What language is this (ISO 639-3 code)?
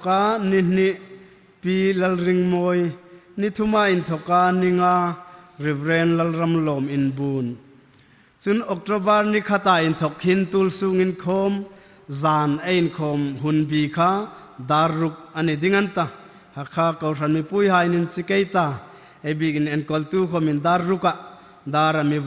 hmr